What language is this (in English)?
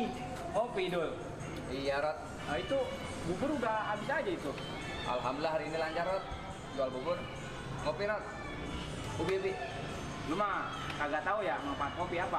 Betawi